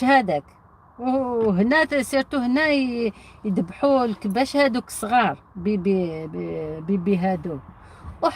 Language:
Algerian Arabic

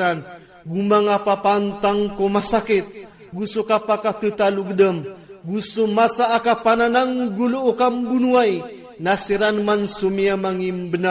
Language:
Iranun (Philippines)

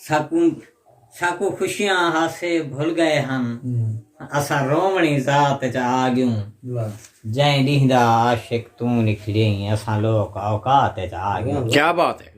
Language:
Saraiki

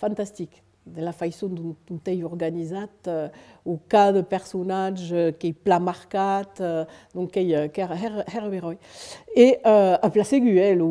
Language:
Occitan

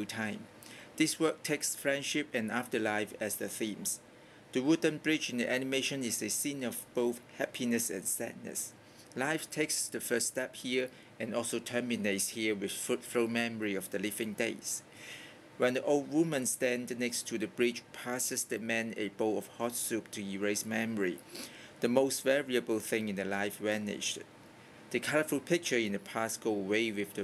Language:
English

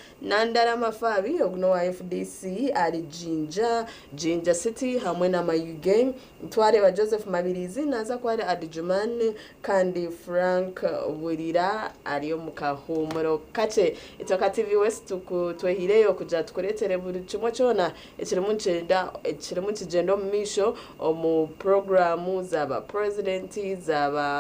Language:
Nyankole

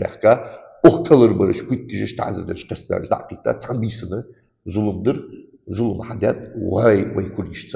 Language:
Ingush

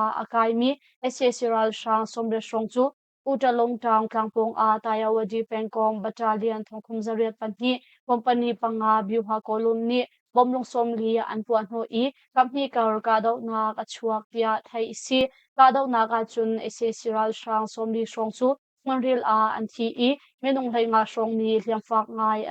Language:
Hakha Chin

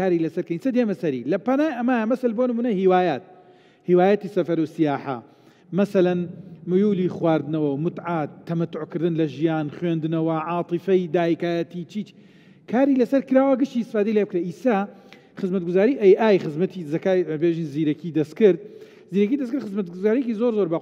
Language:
Central Kurdish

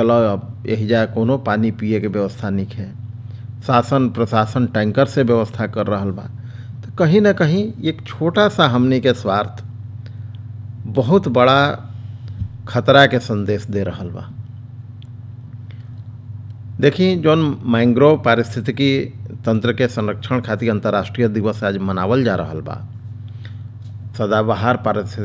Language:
Bhojpuri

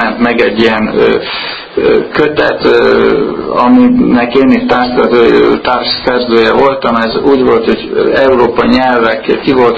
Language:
Hungarian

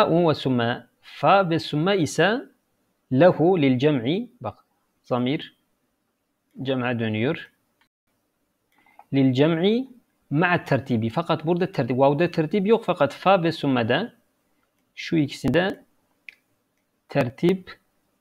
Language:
Turkish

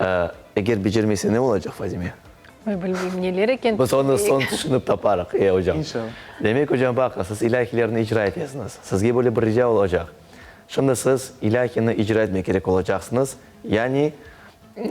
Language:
Crimean Tatar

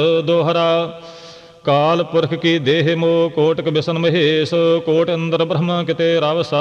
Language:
Punjabi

